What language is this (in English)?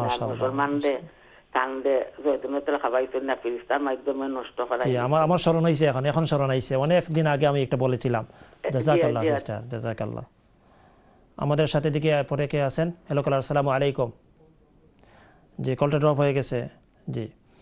Bangla